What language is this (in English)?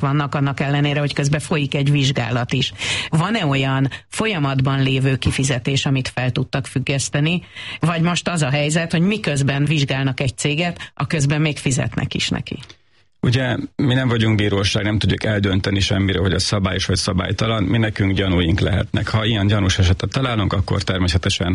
Hungarian